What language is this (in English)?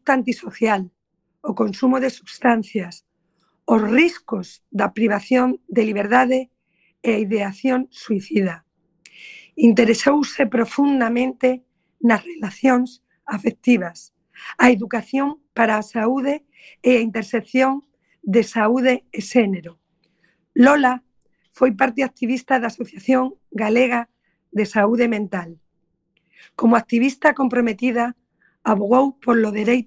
Galician